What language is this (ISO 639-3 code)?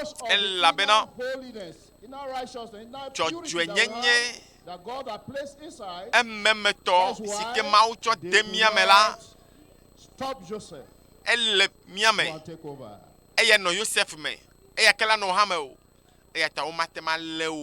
ewe